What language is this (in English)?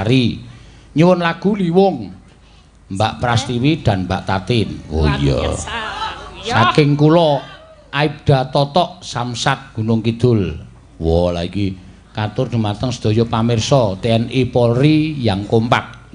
Javanese